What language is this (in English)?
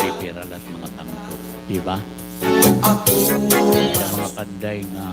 Waray